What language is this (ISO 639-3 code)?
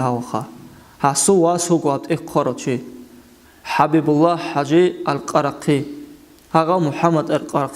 ava